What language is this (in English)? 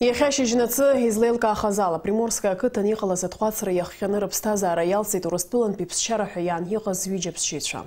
Abkhazian